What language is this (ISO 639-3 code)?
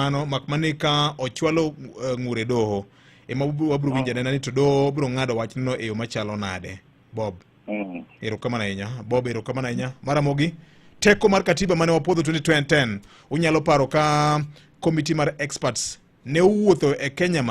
luo